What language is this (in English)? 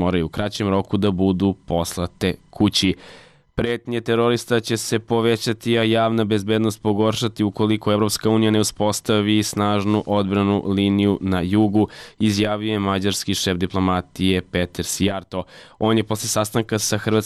Serbian